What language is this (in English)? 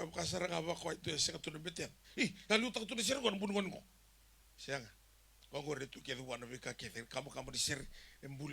Fijian